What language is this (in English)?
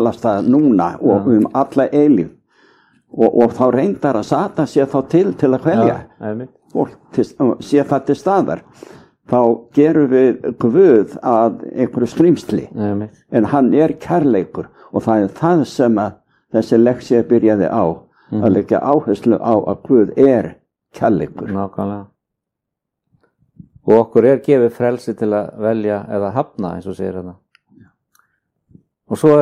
Icelandic